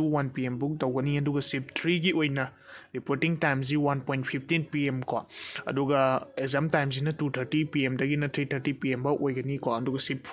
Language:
Manipuri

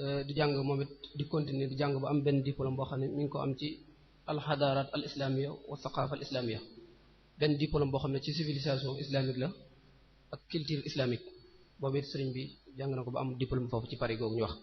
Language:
Wolof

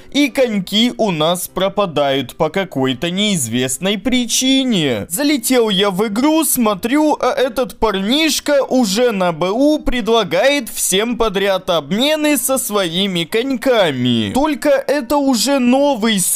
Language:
Russian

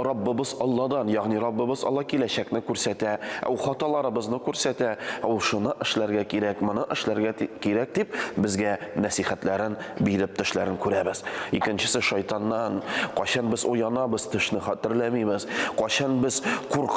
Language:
Tatar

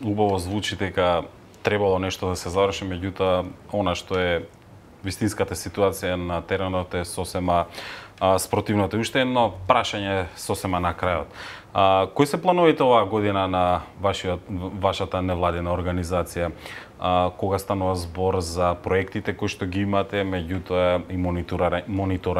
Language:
Macedonian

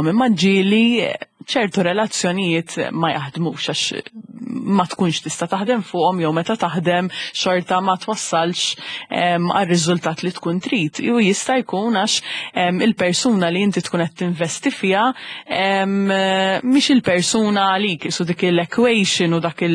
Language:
Maltese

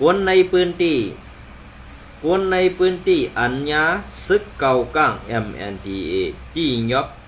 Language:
Shan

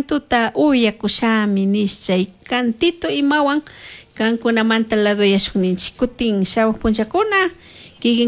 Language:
Chimborazo Highland Quichua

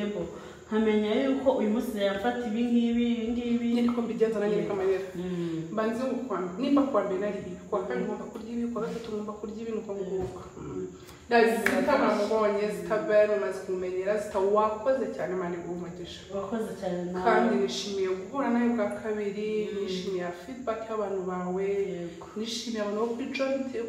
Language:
Kinyarwanda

